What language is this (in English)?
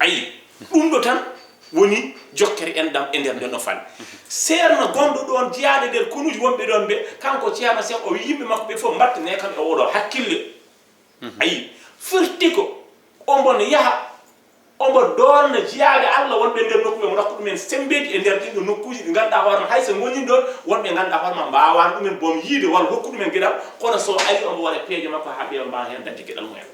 Fula